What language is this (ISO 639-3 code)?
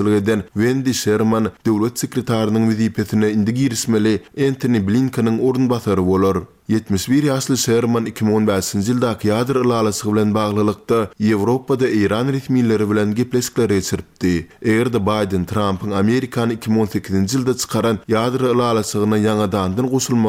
tuk